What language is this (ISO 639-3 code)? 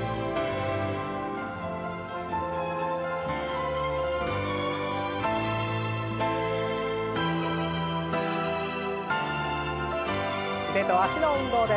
jpn